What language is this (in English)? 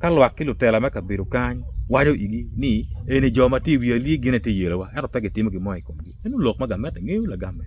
Acoli